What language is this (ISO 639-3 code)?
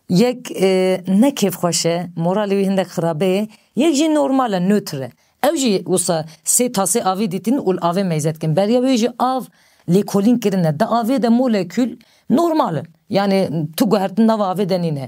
kur